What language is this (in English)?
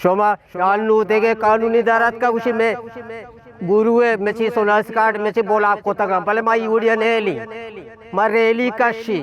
Eastern Balochi